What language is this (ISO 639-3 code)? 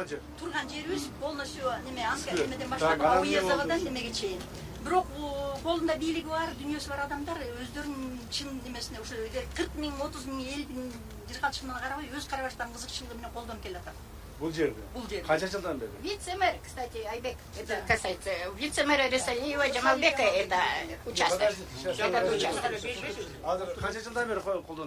kir